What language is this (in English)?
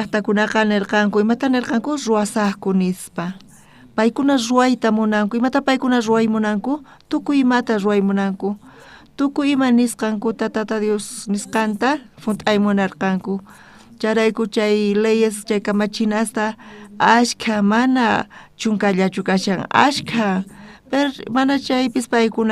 South Bolivian Quechua